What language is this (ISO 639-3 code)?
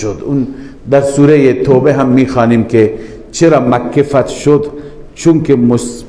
fas